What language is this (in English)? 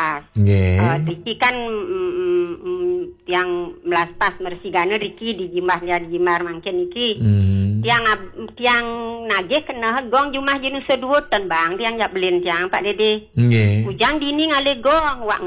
Balinese